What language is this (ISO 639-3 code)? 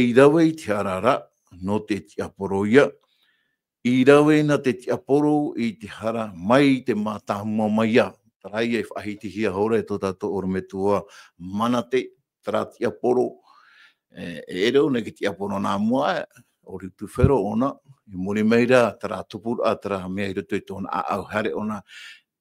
tah